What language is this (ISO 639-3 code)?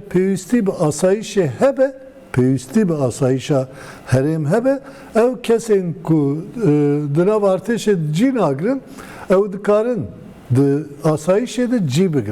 kur